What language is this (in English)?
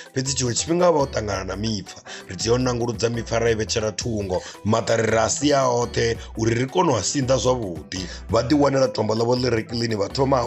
Venda